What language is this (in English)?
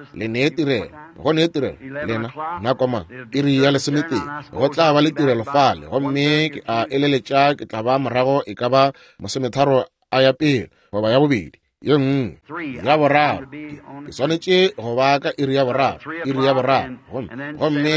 Northern Sotho